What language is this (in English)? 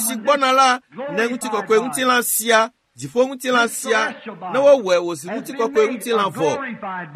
Ewe